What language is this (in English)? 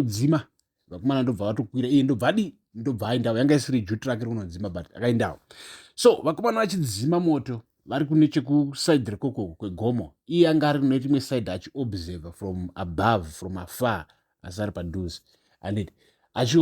Shona